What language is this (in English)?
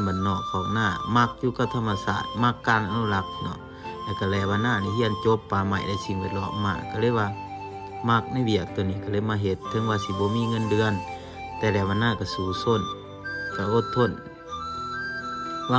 Lao